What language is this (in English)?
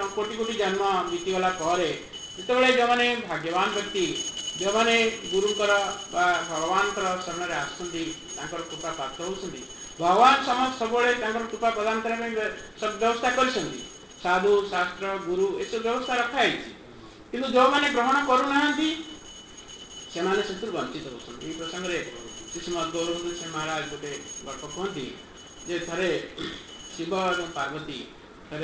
Odia